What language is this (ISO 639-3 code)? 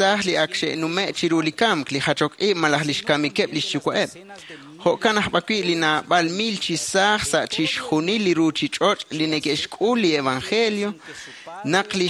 kek